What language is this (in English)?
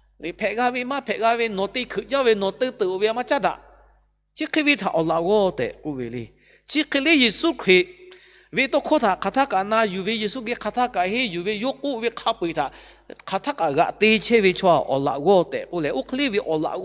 Lahu